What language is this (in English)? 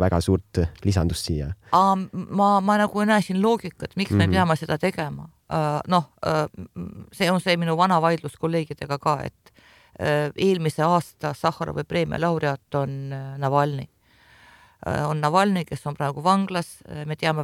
Estonian